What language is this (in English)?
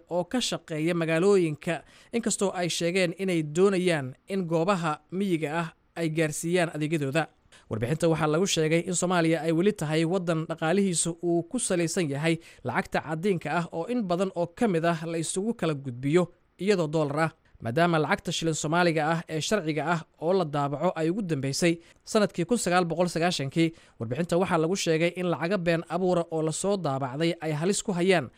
Somali